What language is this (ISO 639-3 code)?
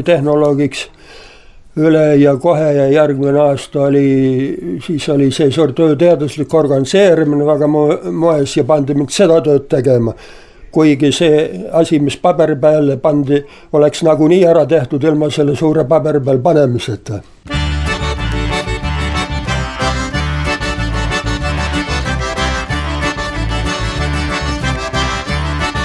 est